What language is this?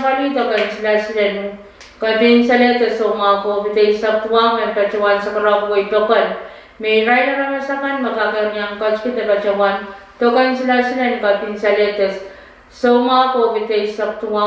Pohnpeian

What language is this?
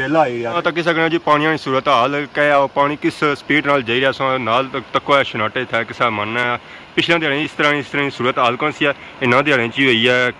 Pahari-Potwari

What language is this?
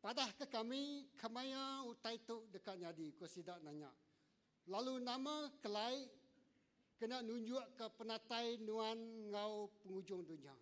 Iban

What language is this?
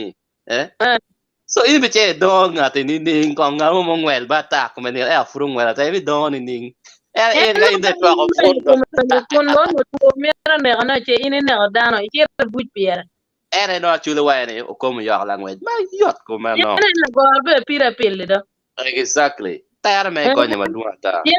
Acoli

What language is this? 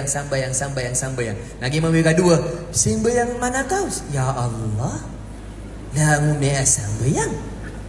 Maranao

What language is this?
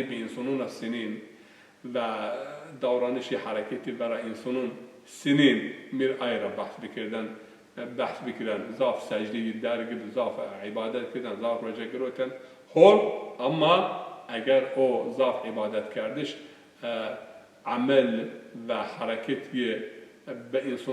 Zaza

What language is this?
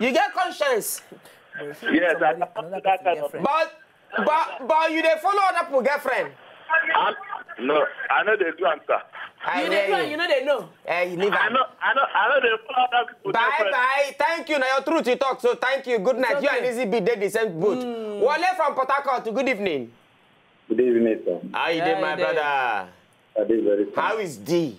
Nigerian Pidgin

